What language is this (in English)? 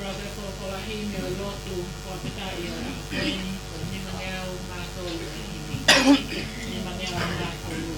Tongan